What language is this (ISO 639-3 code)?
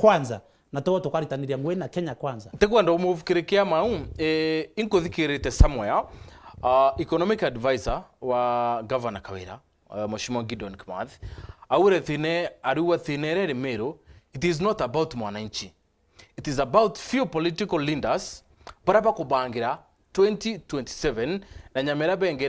mer